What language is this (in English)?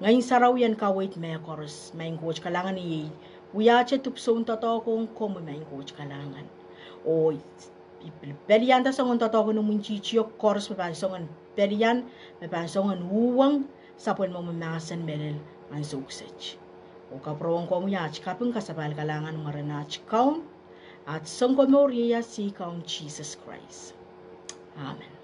Pohnpeian